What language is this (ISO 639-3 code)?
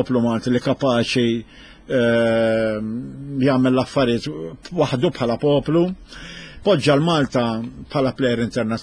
mlt